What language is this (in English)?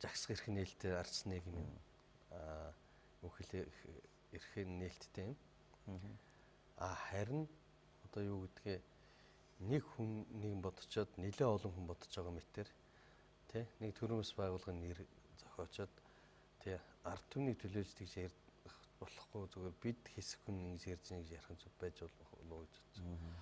Mongolian